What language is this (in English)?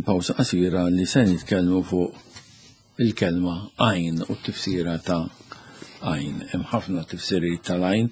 Maltese